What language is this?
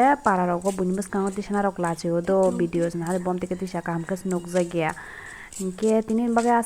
Kok Borok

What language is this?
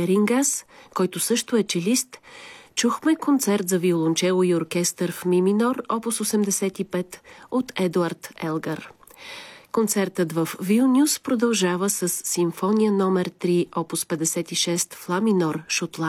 Bulgarian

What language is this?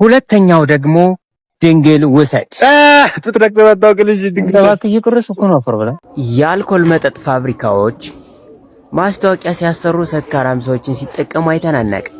Amharic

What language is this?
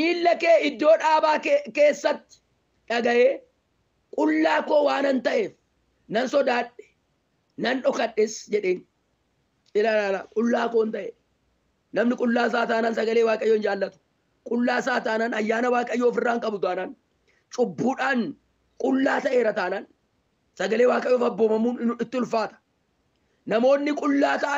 Oromo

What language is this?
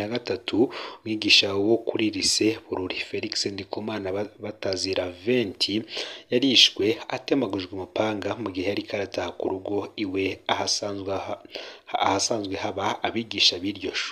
Rundi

